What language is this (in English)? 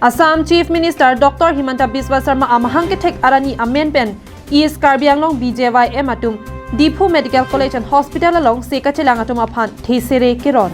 Karbi